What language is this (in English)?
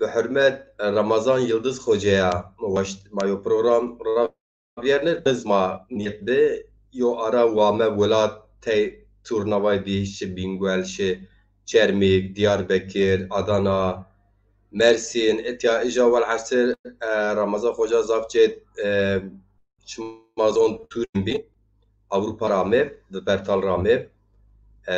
Zaza